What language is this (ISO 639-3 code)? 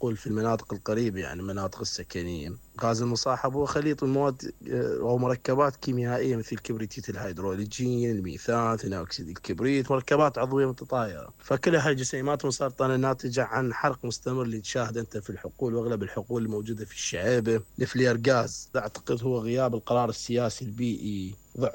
acm